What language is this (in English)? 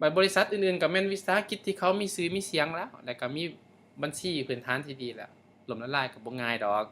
Lao